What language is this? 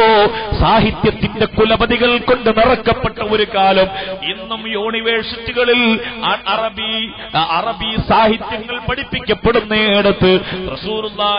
Malayalam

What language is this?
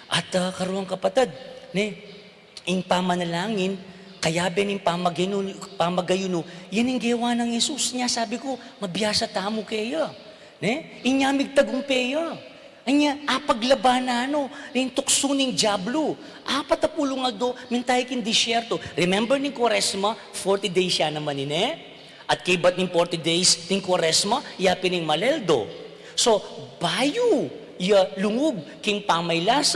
Pampanga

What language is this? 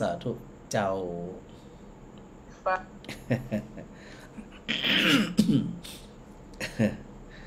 Thai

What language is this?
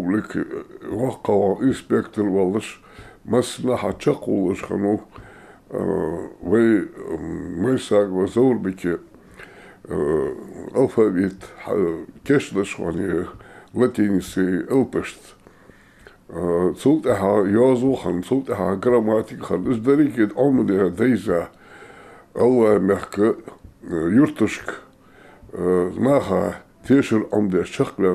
Ingush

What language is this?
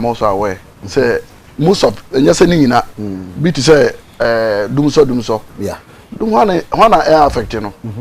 Akan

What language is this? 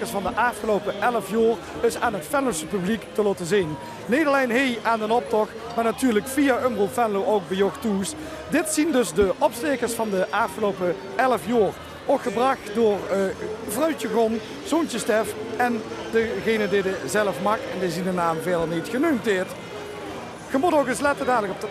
Limburgish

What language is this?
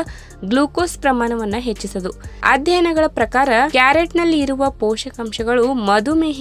Kannada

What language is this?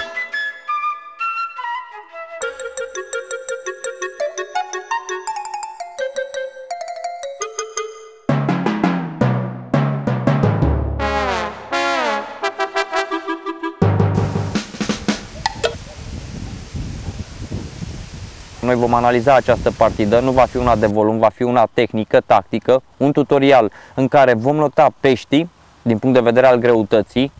Romanian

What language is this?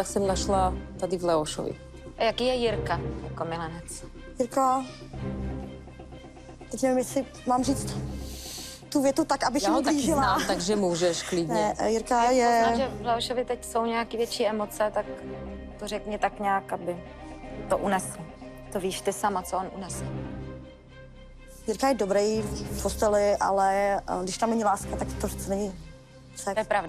Czech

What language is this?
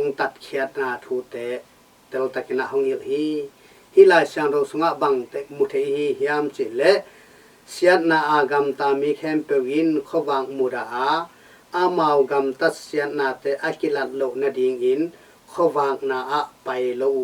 Tedim Chin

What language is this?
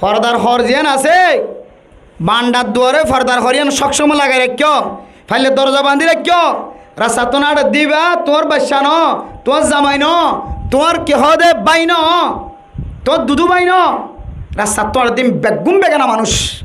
Rohingya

